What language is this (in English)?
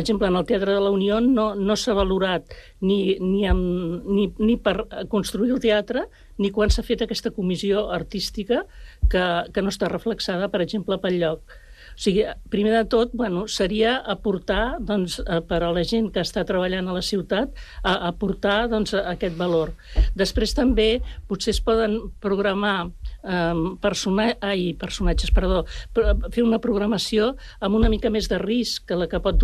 Catalan